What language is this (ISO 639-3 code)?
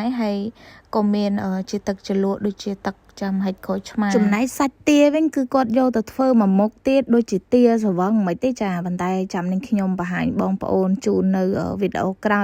khm